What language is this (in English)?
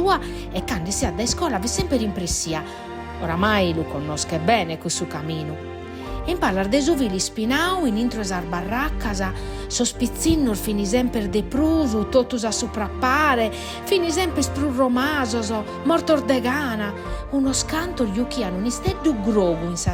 Sardinian